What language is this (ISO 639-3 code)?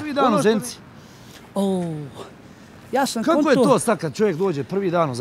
bos